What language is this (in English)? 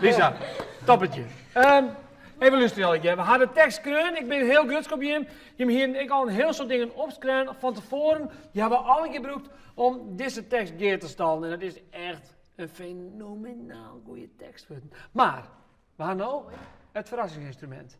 Western Frisian